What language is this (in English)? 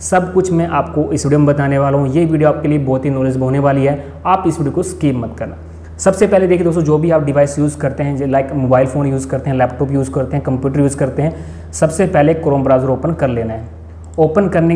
Hindi